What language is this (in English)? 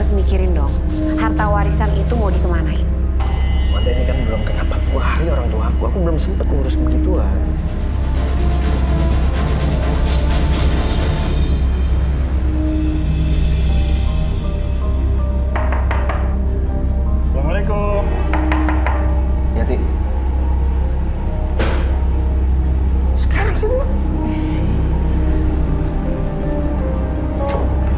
Indonesian